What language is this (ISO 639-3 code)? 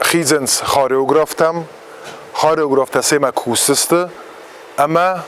oss